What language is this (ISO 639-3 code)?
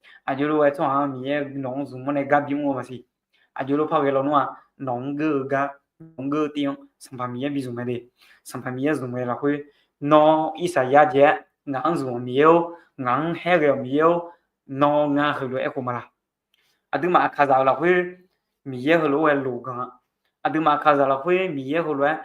ahk